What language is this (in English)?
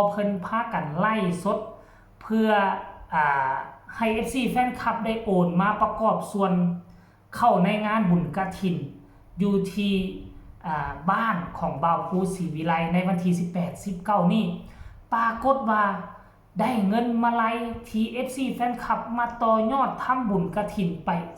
Northeastern Thai